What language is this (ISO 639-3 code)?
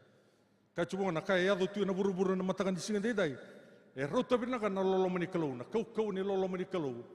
fij